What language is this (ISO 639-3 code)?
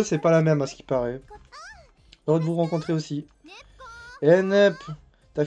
fra